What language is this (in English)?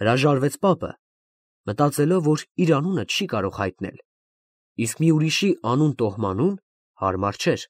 Armenian